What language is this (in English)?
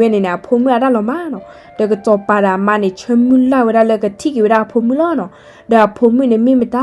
S'gaw Karen